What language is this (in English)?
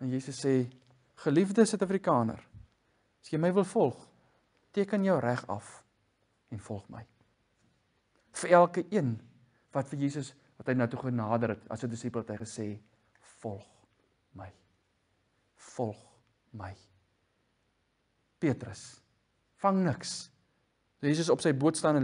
Afrikaans